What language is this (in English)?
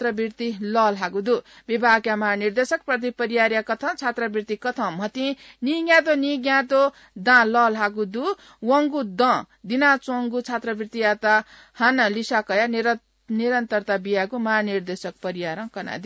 Newari